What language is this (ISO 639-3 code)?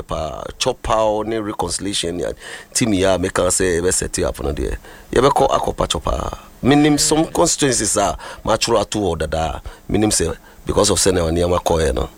aka